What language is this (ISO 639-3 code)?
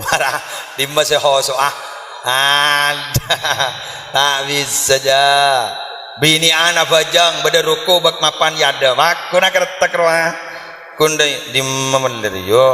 mad